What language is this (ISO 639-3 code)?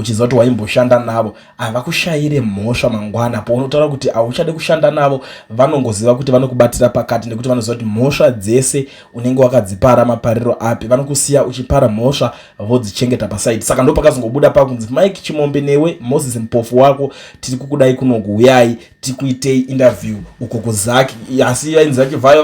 sna